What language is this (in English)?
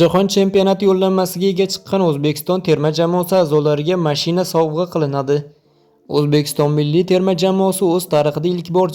Uzbek